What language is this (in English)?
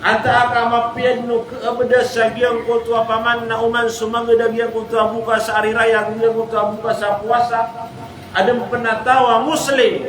Maranao